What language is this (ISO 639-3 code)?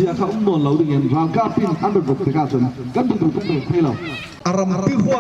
cfm